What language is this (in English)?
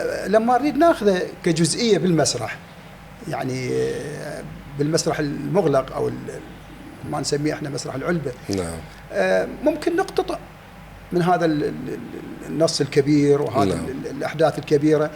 Mesopotamian Arabic